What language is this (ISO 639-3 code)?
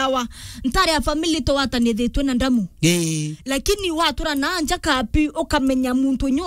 mer